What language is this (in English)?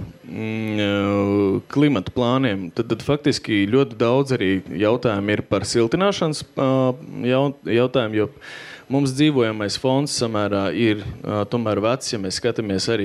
Latvian